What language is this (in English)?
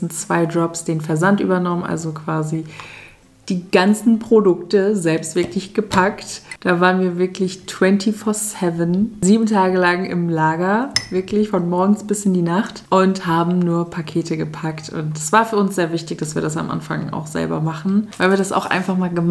German